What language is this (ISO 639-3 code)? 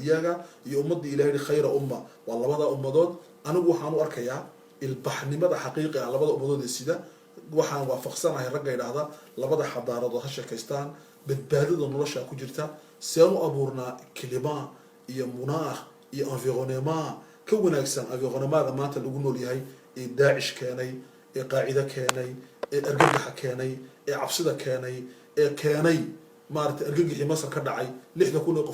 som